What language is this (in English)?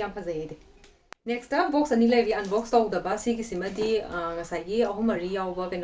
Manipuri